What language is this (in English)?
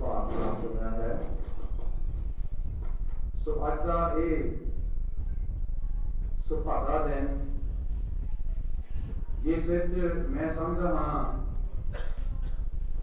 Punjabi